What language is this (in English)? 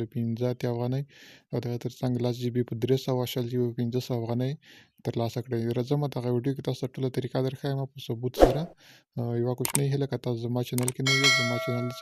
Pashto